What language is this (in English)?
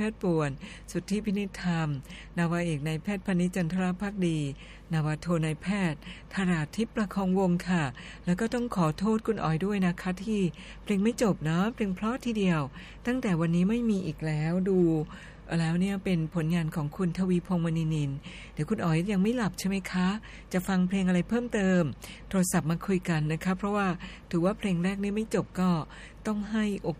Thai